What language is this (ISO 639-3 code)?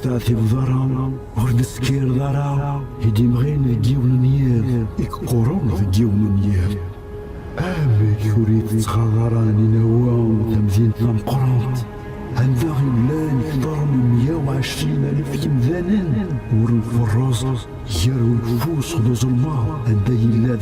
kab